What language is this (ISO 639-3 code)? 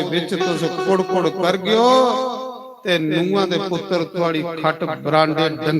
doi